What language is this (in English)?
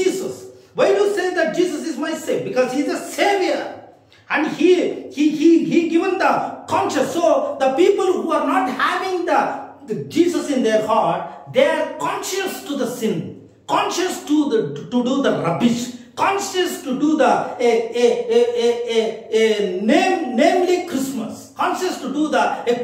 English